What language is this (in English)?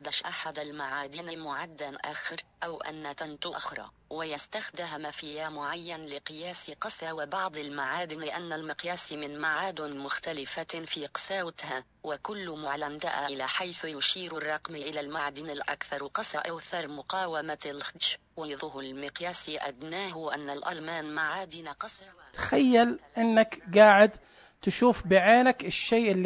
Najdi Arabic